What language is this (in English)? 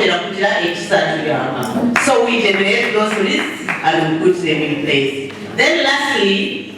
Nyankole